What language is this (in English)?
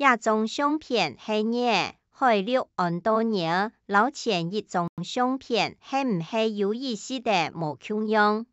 Hakka Chinese